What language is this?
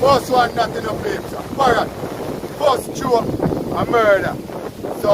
Jamaican Creole English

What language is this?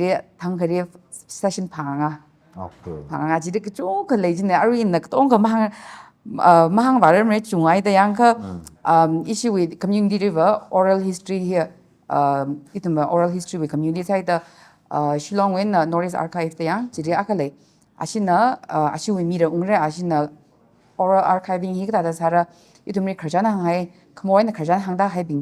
Tangkhul Naga (India)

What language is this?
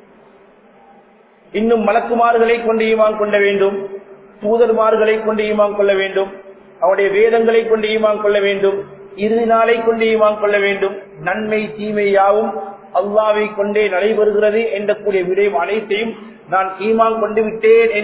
Tamil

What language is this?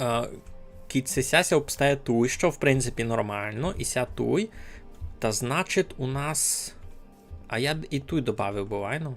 Rusyn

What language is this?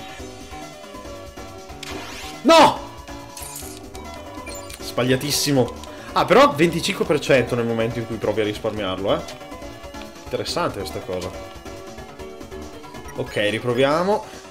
Italian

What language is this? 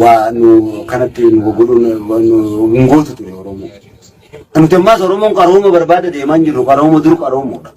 Oromo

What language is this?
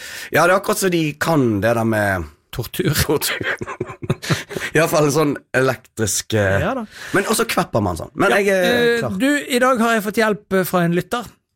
Norwegian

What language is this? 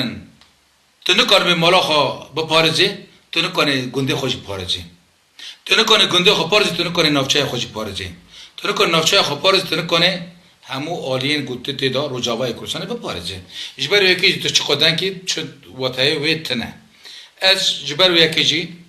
Kurdish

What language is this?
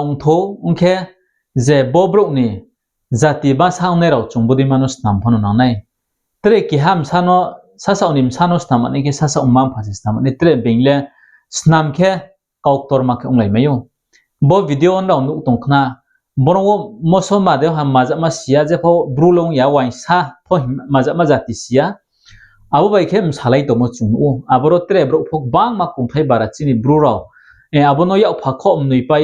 Riang (India)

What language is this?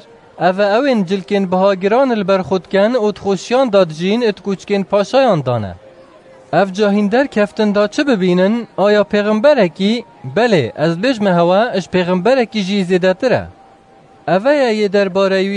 Kurdish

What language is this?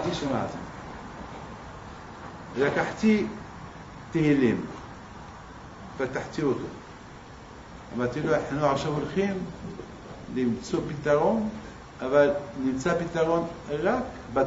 Hebrew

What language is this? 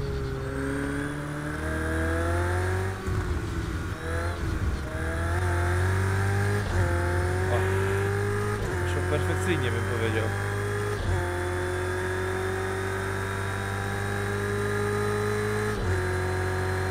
Polish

